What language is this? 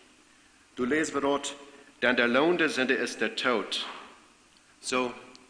Plautdietsch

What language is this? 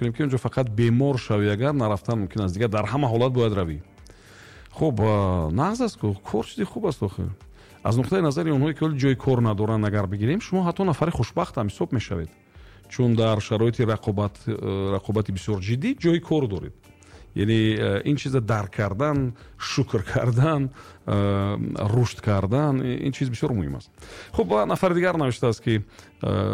Tajik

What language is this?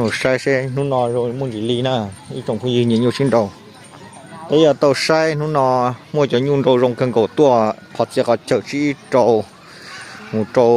Hmong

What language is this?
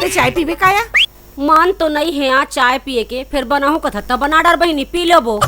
Chhattisgarhi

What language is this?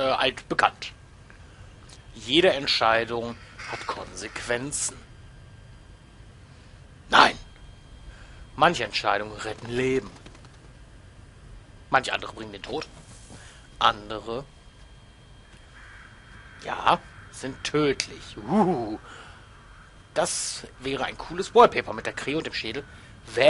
German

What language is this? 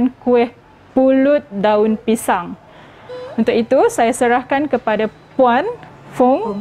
Malay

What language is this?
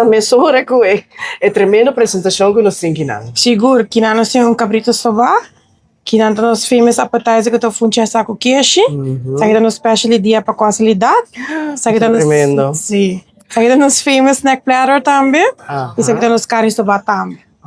Papiamento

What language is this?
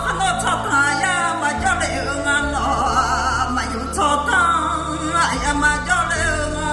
Akha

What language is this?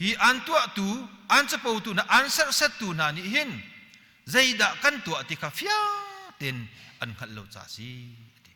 Hakha Chin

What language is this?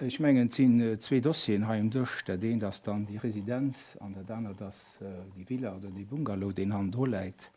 Luxembourgish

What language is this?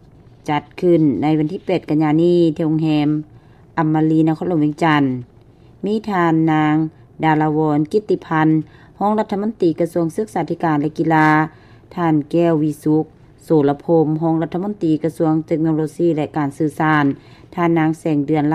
Lao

